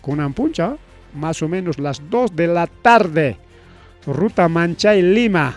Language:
Ayacucho Quechua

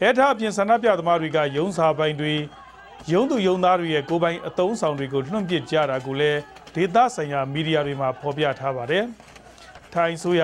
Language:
Burmese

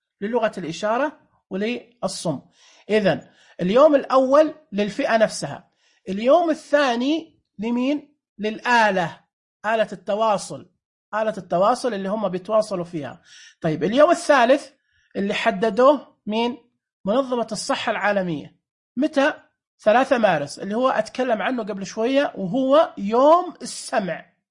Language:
Najdi Arabic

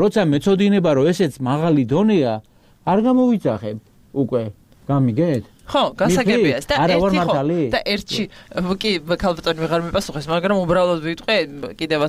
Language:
Georgian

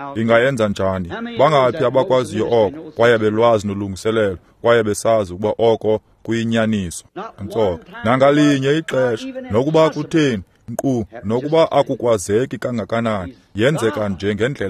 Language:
Xhosa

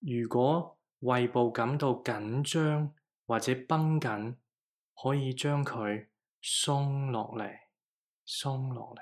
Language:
Cantonese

